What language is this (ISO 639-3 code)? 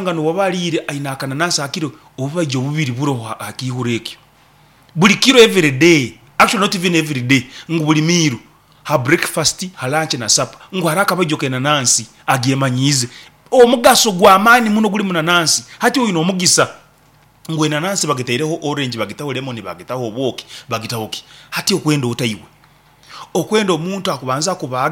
nyn